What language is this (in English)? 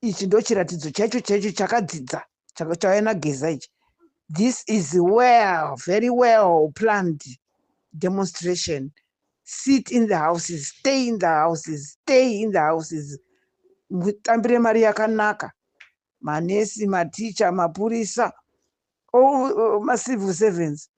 Shona